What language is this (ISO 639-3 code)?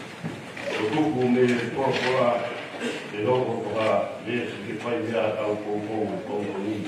ton